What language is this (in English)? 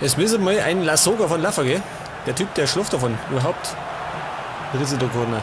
Bavarian